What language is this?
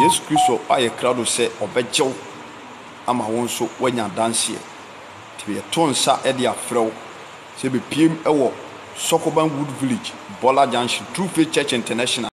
Akan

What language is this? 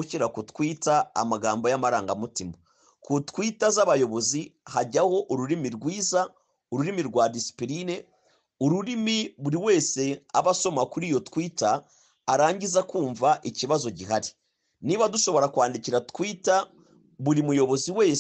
Kinyarwanda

